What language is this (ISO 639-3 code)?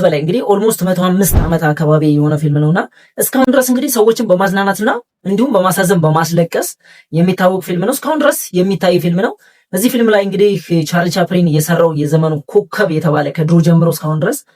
amh